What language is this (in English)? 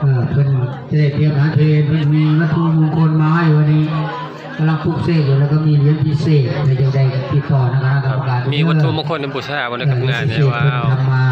Northeastern Thai